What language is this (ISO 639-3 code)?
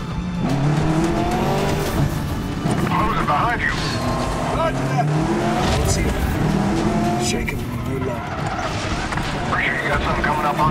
eng